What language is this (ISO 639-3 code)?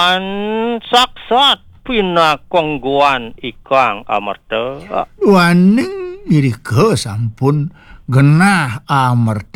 ban